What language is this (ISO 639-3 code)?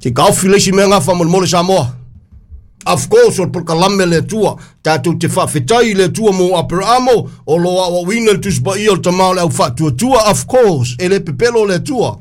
smo